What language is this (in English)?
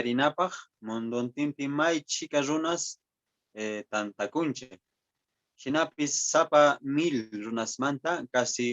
Quechua